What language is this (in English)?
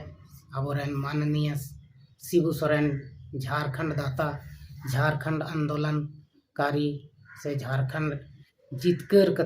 Santali